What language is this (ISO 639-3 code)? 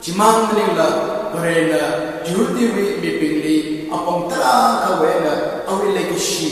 nmf